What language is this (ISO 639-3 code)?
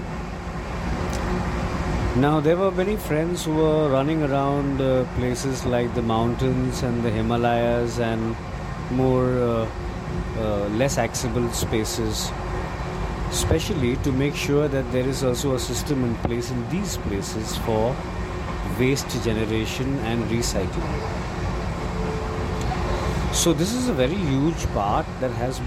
eng